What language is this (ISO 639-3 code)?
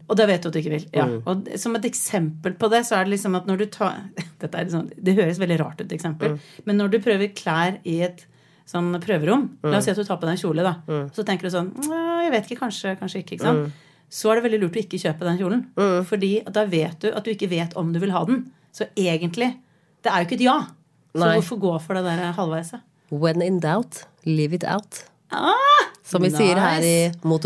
nor